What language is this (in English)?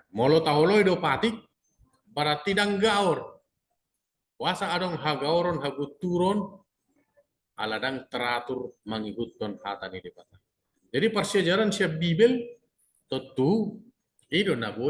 Batak Toba